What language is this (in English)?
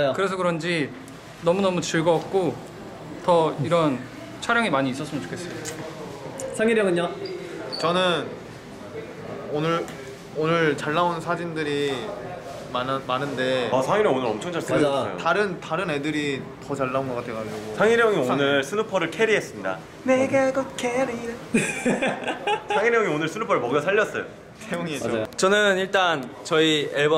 Korean